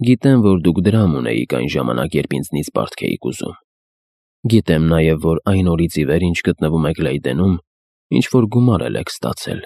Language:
Armenian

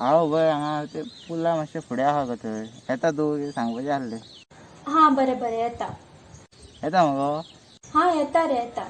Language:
Konkani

